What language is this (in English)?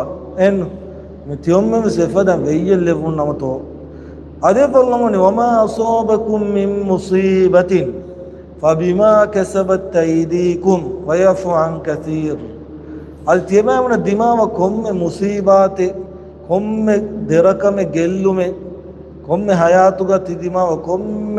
Divehi